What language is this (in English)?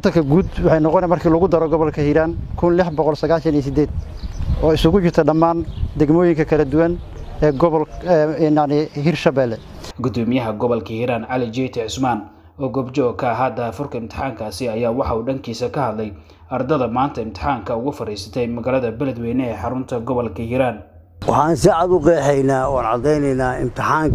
Somali